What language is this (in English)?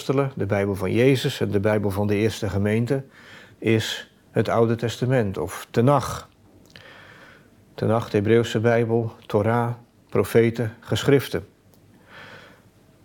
Dutch